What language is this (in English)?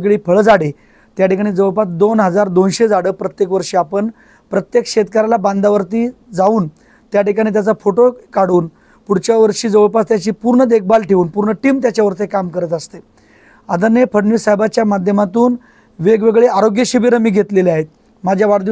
Marathi